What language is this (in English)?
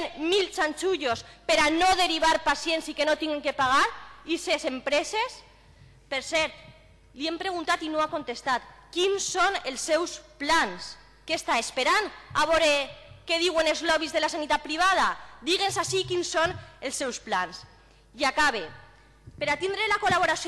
Catalan